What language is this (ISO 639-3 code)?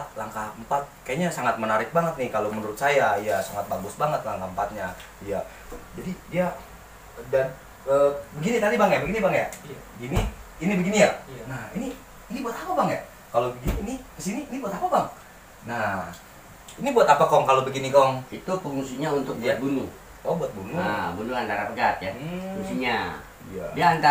bew